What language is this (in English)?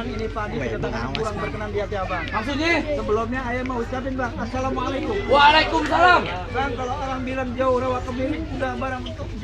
Betawi